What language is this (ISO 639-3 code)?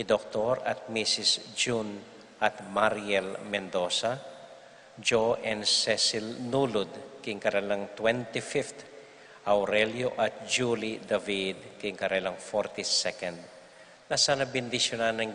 pam